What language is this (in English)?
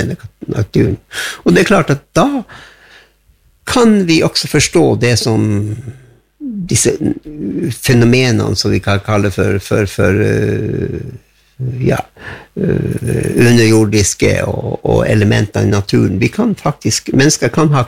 Norwegian